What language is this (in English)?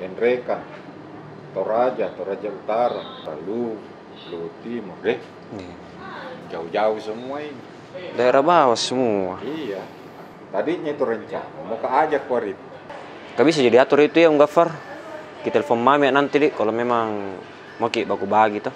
Makassar Malay